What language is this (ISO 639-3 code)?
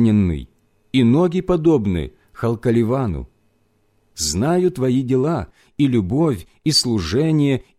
rus